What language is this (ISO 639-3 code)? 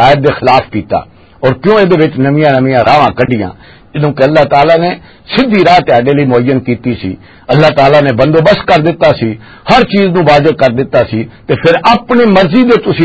lah